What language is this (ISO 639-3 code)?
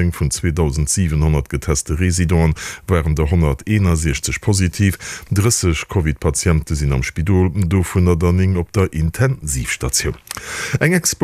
ltz